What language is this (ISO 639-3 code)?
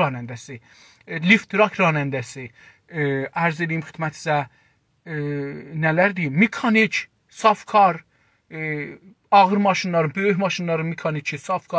azb